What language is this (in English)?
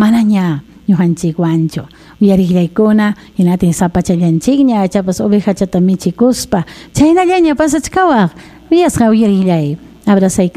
Ayacucho Quechua